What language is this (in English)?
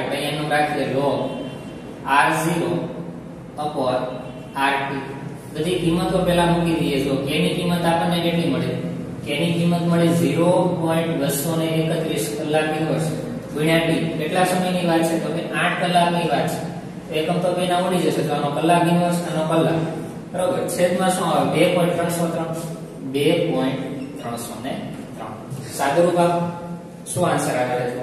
Gujarati